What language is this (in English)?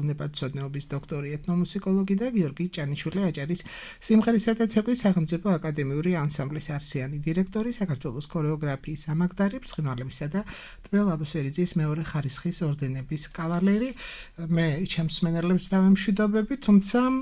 Georgian